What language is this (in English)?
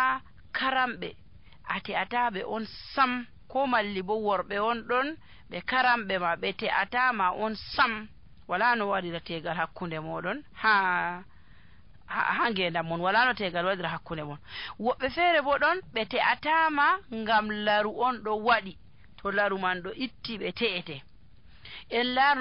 Nigerian Fulfulde